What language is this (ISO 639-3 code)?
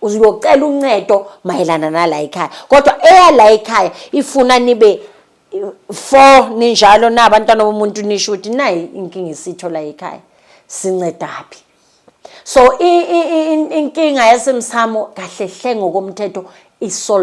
zul